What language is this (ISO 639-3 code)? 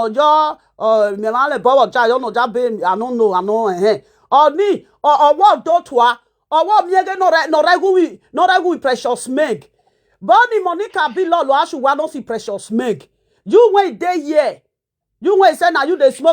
pcm